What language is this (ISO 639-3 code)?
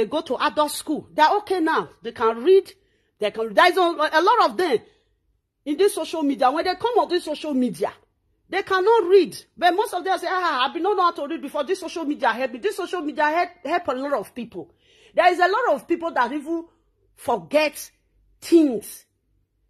pcm